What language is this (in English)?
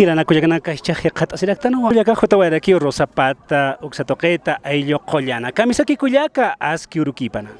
Aymara